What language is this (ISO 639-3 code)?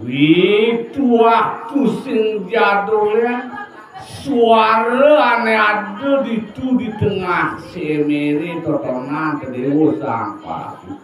ban